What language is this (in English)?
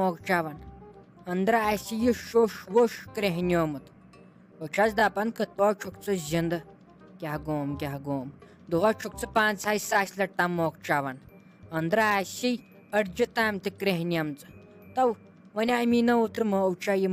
Kashmiri